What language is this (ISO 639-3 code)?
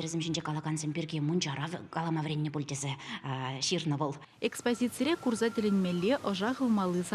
chv